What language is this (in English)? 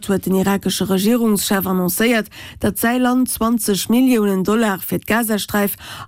Luxembourgish